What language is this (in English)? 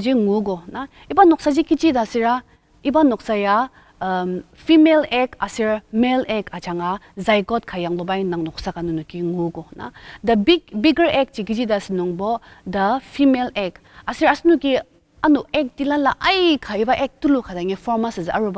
Ao Naga